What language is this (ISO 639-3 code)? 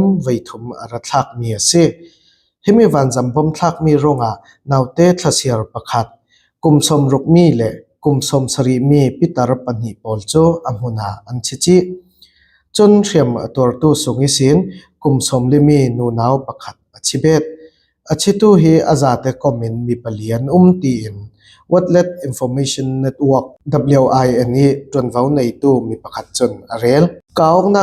cfm